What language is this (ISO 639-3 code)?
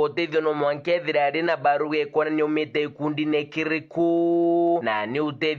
mer